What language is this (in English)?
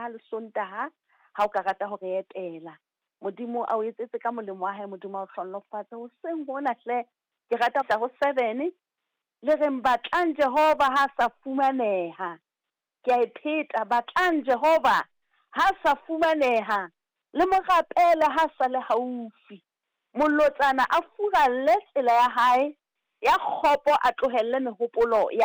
Southern Sotho